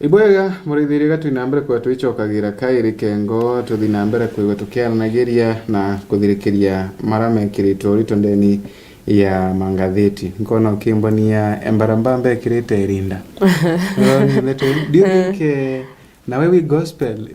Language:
Meru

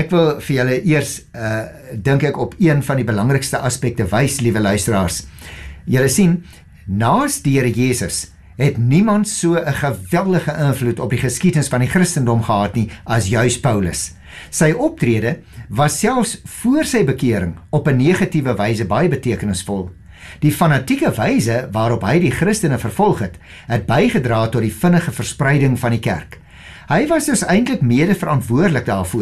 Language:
Afrikaans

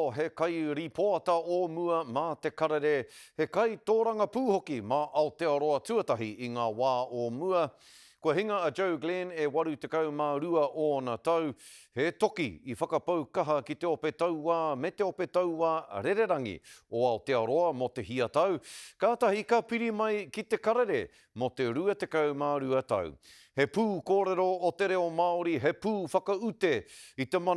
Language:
Māori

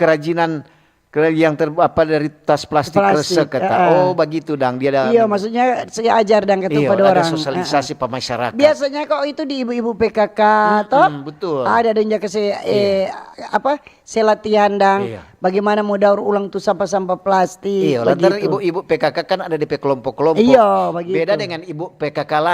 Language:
Manado Malay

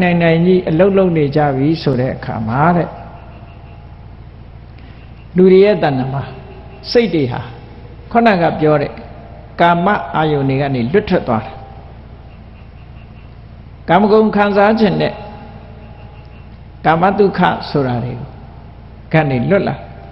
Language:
Burmese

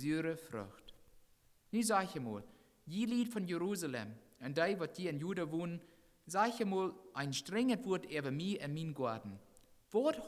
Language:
Plautdietsch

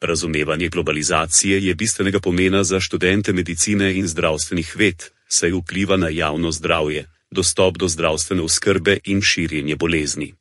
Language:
Slovenian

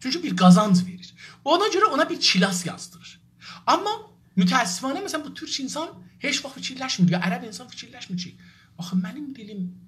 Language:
South Azerbaijani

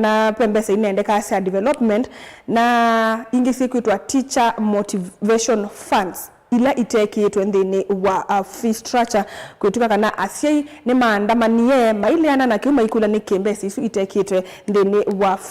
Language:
Kamba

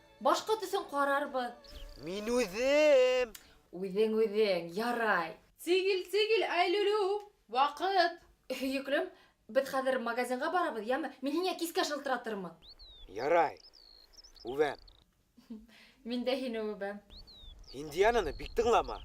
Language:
Bashkir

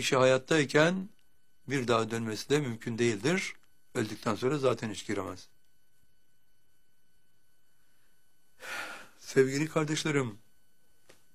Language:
Turkish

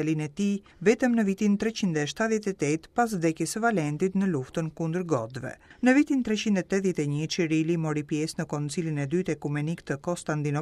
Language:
Albanian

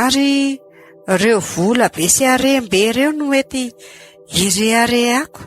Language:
Malagasy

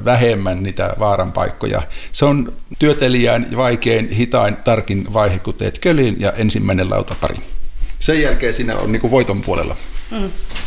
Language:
Finnish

